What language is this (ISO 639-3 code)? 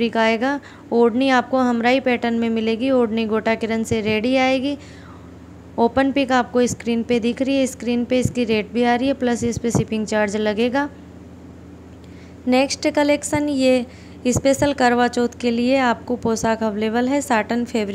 hin